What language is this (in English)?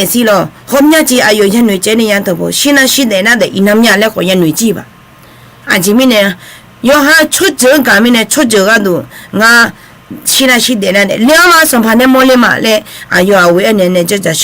Akha